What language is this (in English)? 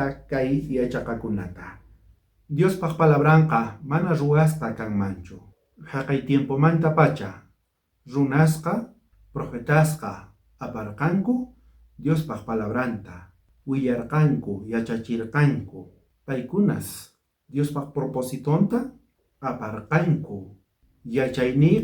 South Bolivian Quechua